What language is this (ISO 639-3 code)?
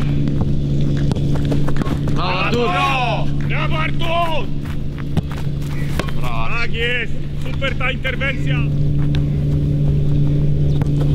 pol